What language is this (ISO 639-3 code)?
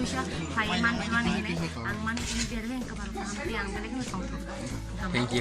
trp